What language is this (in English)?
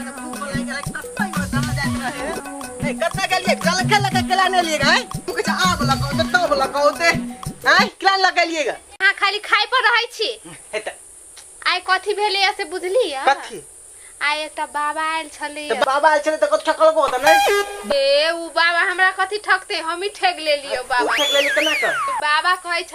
Maithili